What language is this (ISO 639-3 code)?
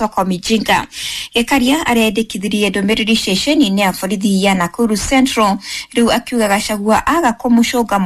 kik